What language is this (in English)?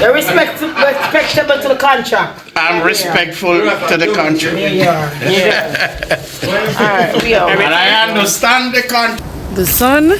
Jamaican Creole English